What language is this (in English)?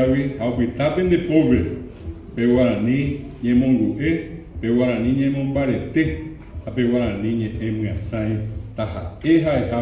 Guarani